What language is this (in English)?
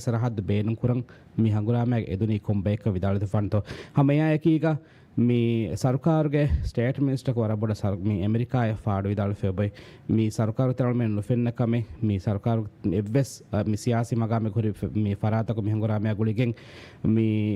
Divehi